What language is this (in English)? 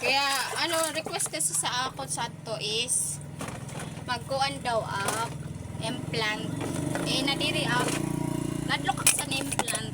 Waray